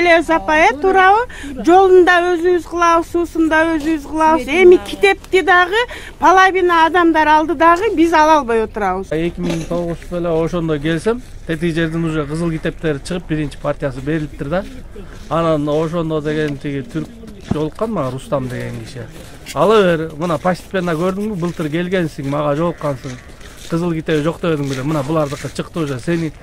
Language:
Kyrgyz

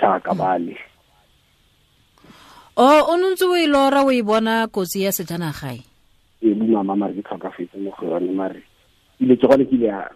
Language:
Tswana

